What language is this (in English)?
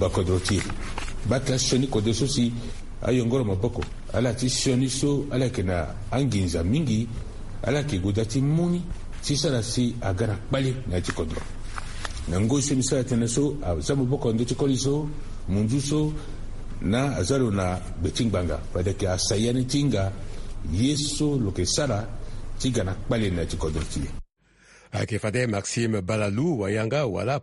Sango